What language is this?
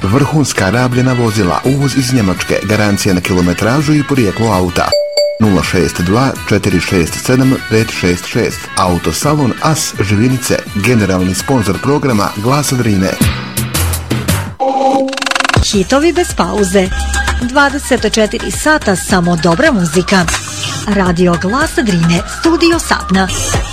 Bosnian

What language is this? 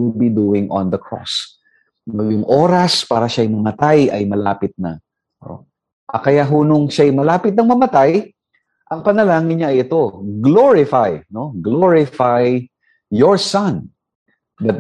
Filipino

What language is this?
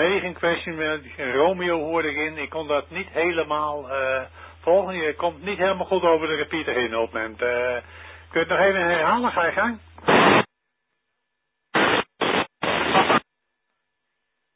Dutch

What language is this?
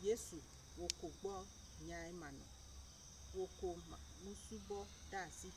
Ewe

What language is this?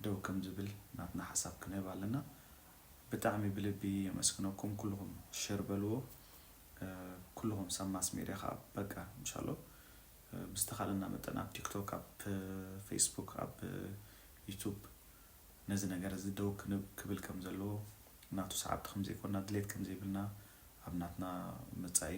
Tigrinya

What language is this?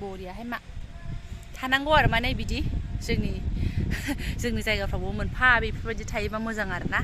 Bodo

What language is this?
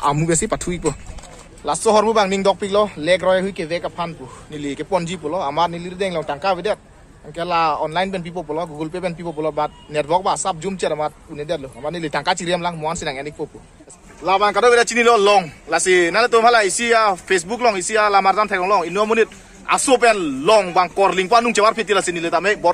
Karbi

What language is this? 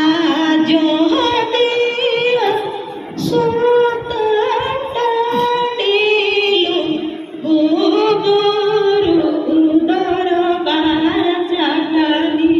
Santali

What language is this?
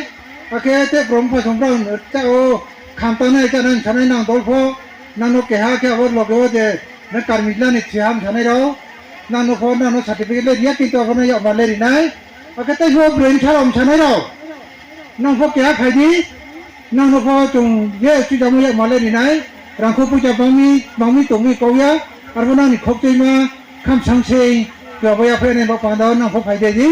Riang (India)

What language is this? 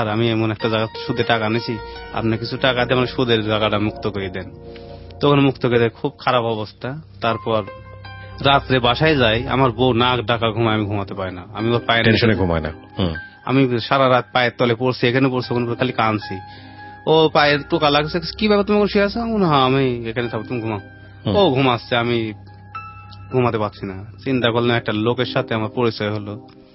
Bangla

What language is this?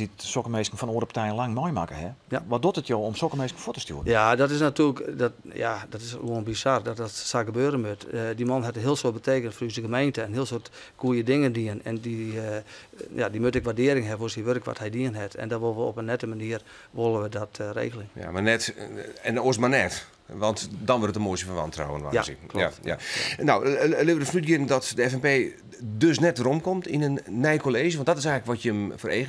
Western Frisian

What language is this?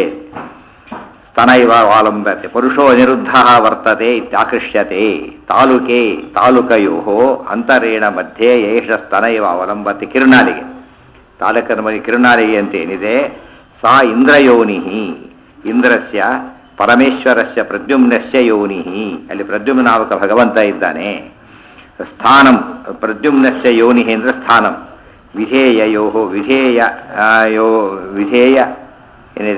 Kannada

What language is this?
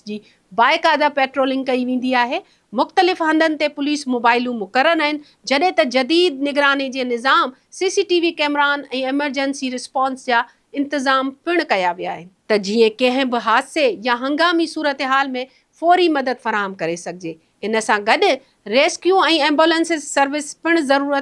Sindhi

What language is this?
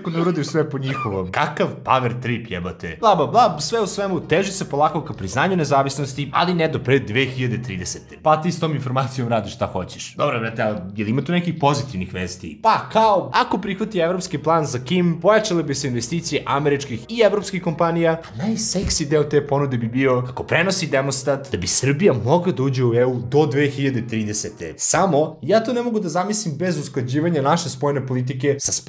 Serbian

